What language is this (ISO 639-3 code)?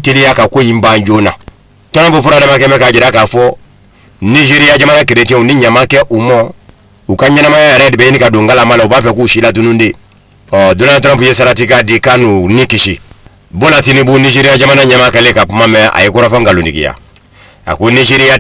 bam